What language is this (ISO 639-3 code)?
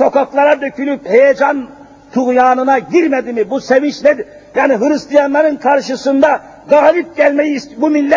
tur